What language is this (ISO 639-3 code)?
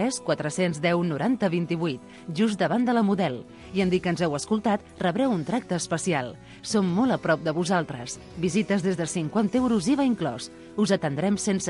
cat